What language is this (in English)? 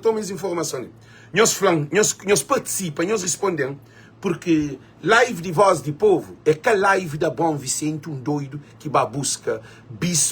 Kabuverdianu